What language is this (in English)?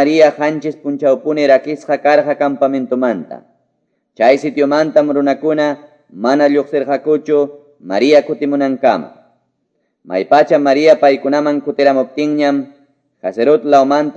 Quechua